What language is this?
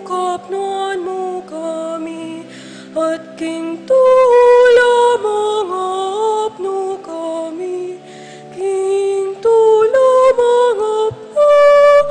Pampanga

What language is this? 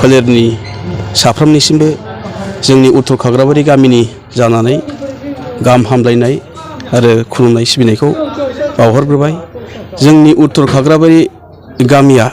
Bodo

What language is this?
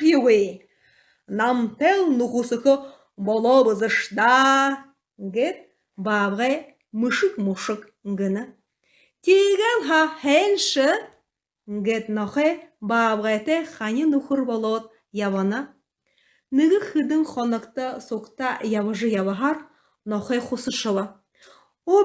Buriat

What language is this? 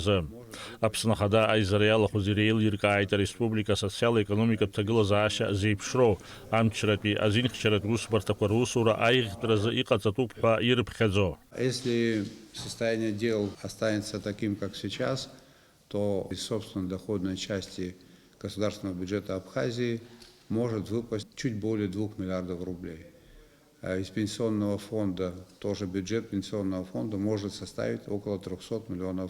Abkhazian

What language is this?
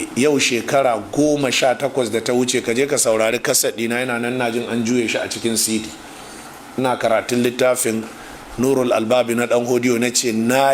Hausa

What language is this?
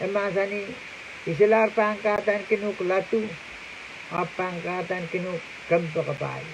Pohnpeian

